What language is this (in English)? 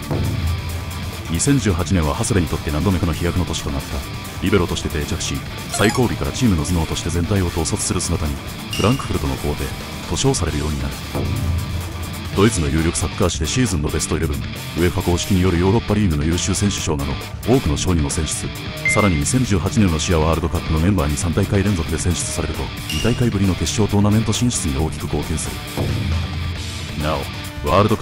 Japanese